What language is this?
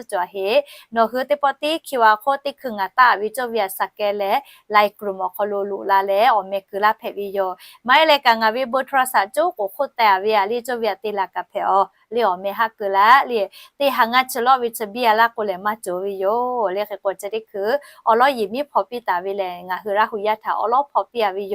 Lahu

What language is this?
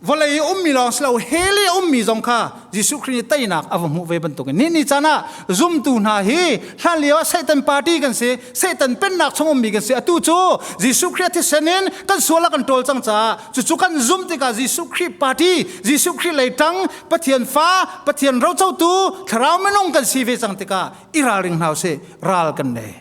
Hakha Chin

